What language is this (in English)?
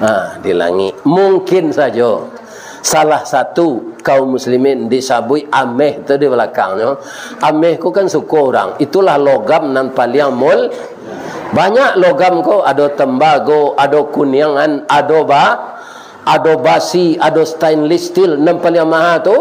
Minangkabau